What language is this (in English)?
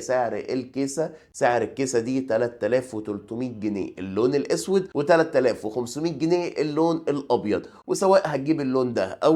Egyptian Arabic